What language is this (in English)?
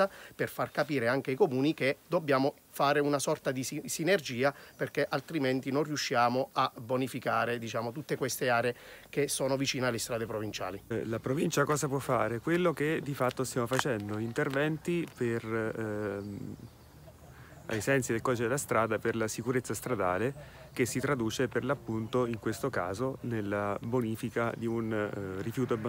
Italian